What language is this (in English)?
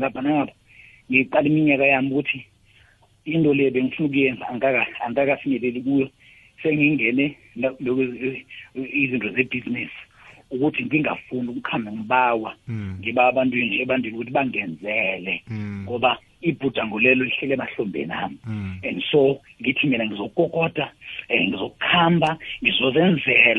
South Ndebele